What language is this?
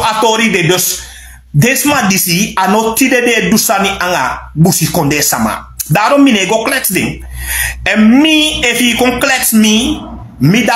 Sranan Tongo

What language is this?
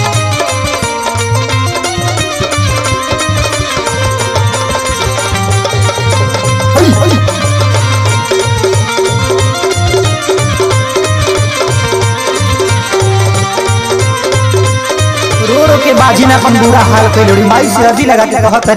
Bhojpuri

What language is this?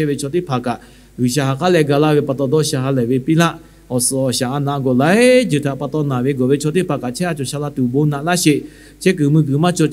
Lahu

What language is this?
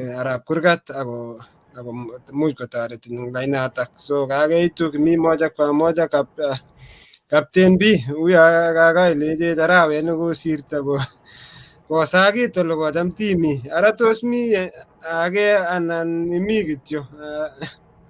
Kalenjin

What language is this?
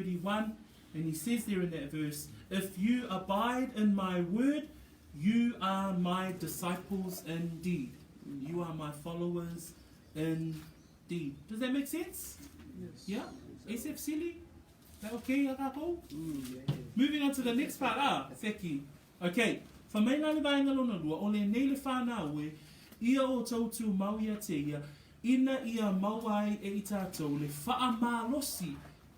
Samoan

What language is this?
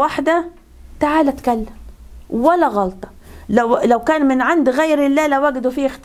Egyptian Arabic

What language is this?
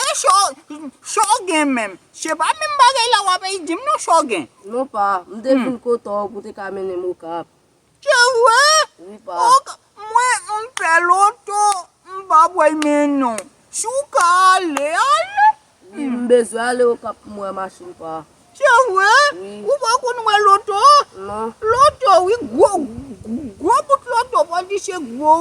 Haitian Creole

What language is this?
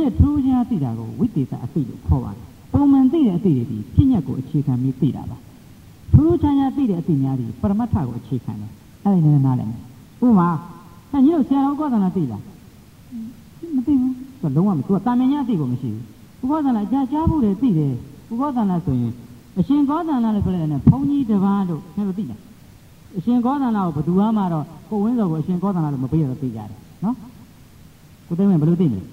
Burmese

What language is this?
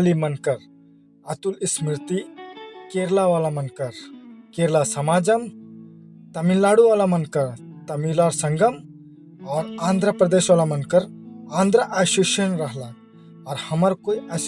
Sadri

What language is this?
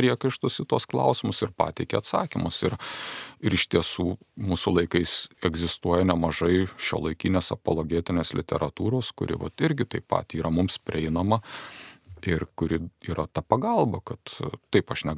Lithuanian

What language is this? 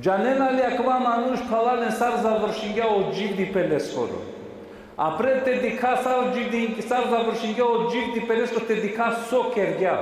Balkan Romani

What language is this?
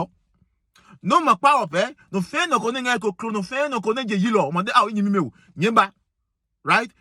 Adangme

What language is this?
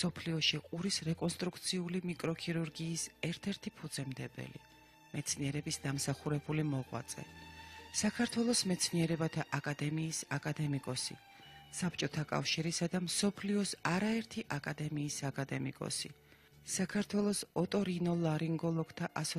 Georgian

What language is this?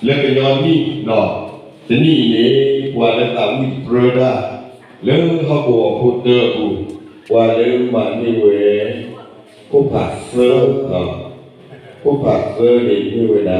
S'gaw Karen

